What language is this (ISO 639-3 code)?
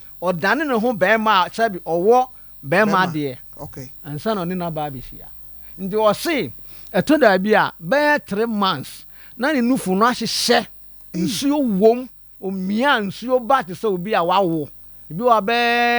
aka